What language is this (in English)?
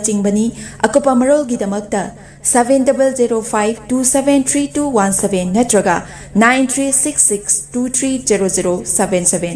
Manipuri